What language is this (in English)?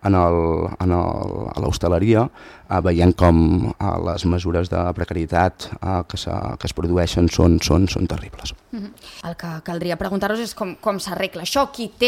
Catalan